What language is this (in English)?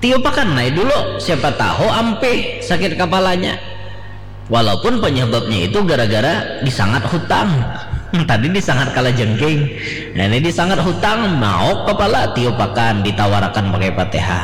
Banjar